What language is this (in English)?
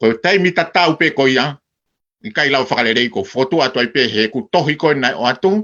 Tongan